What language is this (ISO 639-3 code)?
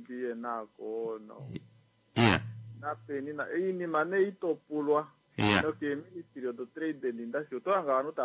kua